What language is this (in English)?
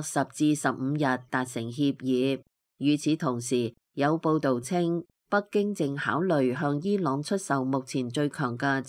Cantonese